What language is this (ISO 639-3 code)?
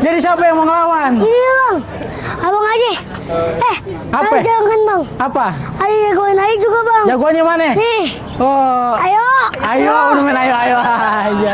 bew